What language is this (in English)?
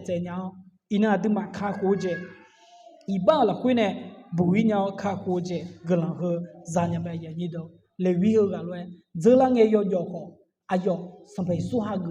Akha